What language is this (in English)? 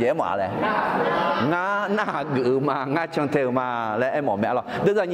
Akha